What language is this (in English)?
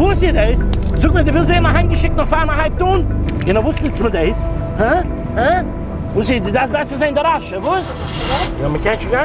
Yiddish